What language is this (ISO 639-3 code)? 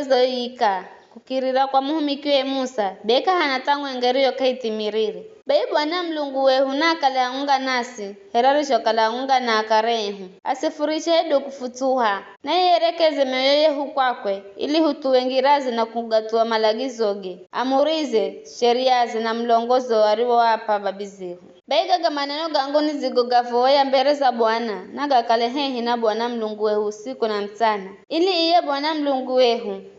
nyf